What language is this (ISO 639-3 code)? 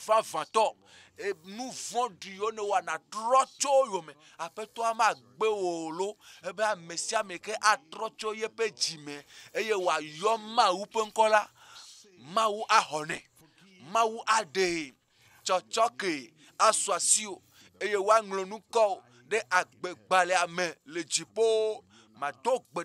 ewe